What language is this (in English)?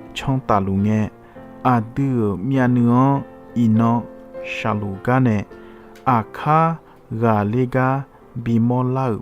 Akha